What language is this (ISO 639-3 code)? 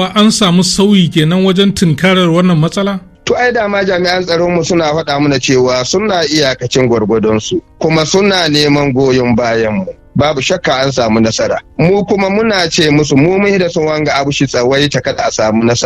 hau